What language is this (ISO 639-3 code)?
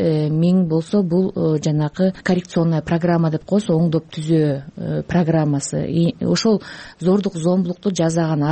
kir